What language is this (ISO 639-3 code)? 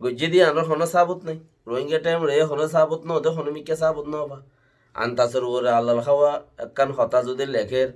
rhg